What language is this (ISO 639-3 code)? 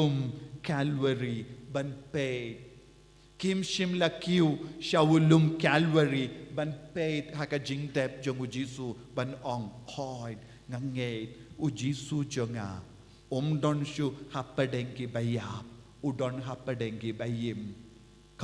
kha